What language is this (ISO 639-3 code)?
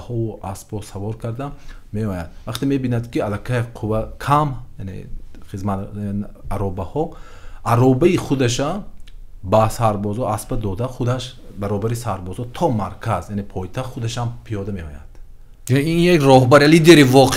tgk